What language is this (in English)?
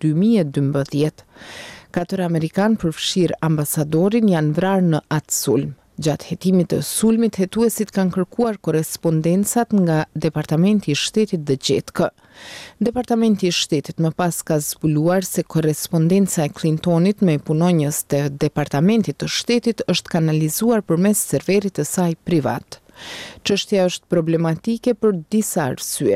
Albanian